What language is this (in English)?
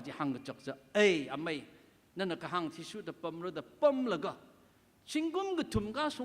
Tangkhul Naga (India)